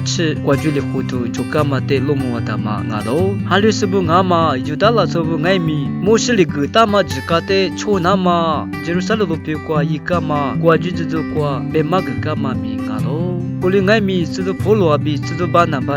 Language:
Lisu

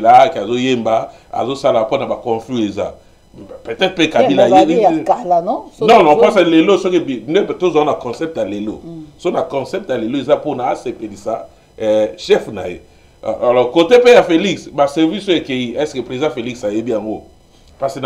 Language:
Lingala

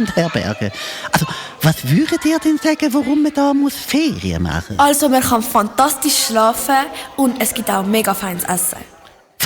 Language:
Swiss German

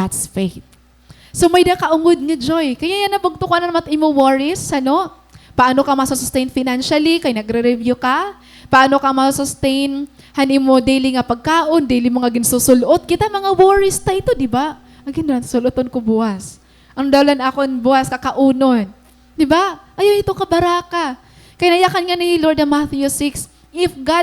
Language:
Waray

